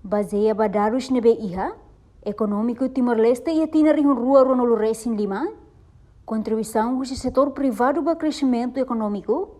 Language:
Tetum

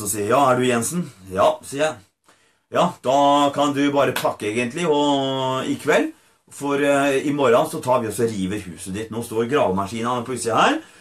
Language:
Norwegian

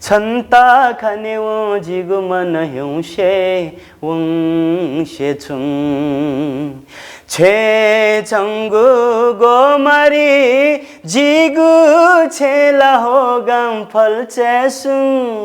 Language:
Newari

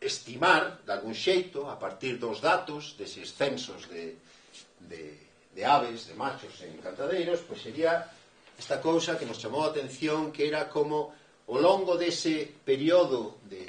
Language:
Galician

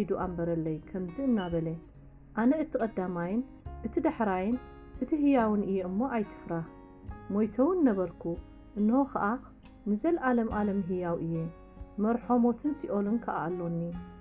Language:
Tigrinya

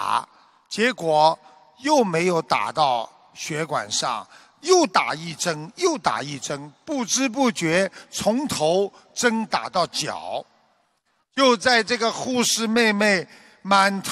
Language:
Chinese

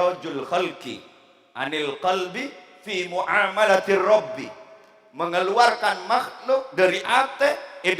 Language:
Madurese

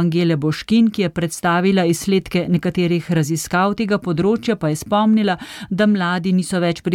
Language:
Slovenian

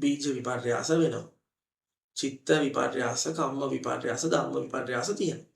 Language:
Sinhala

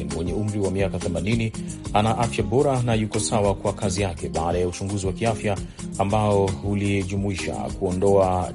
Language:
Swahili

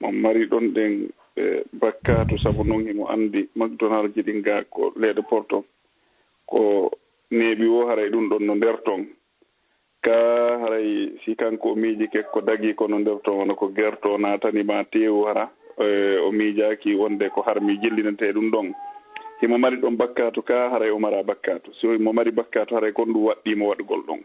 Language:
Fula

